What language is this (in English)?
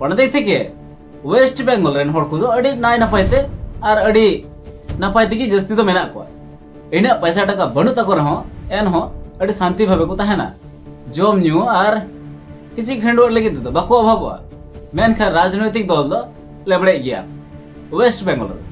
Santali